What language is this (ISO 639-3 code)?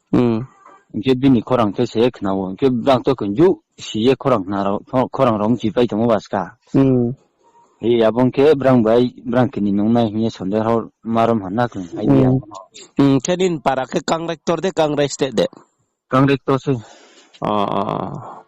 ria